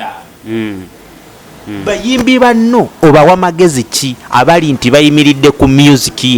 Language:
Ganda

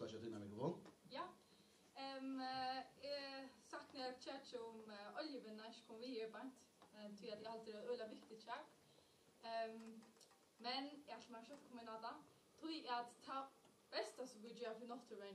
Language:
Faroese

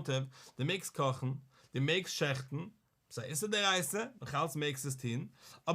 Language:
Yiddish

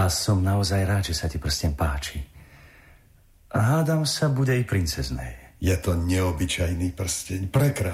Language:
Slovak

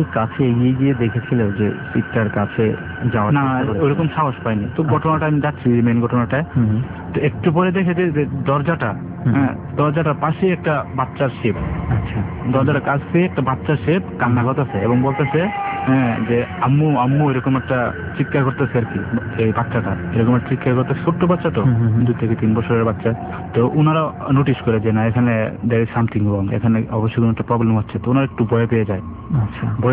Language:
Bangla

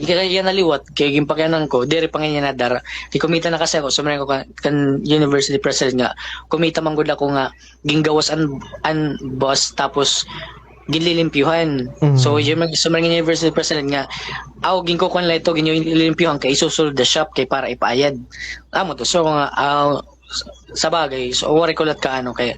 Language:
Waray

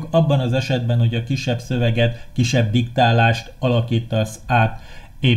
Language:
Hungarian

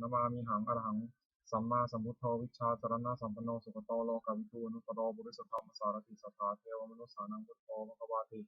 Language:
Pali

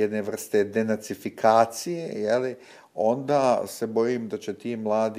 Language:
Bosnian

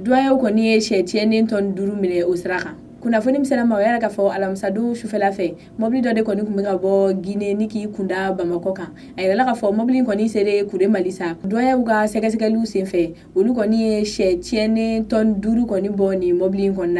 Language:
Bambara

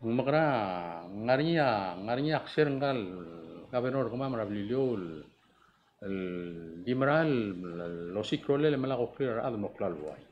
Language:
Palauan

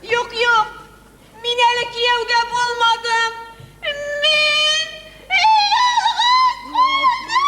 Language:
Tatar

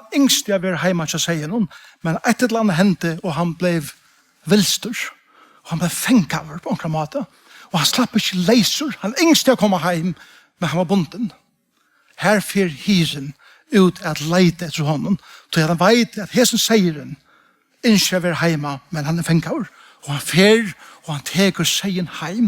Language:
Faroese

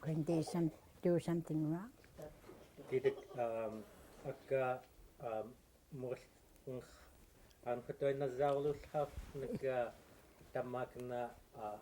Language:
Central Yupik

